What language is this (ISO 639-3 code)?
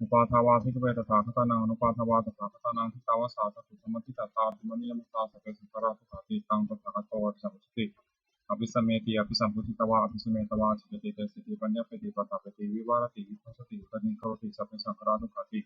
pli